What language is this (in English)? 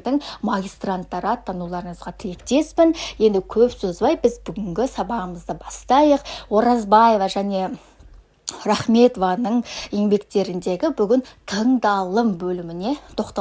Kazakh